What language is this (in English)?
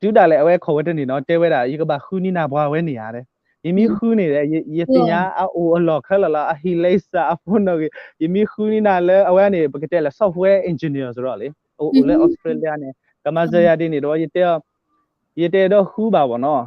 S'gaw Karen